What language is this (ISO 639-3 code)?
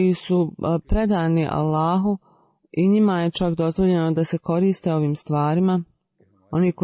bos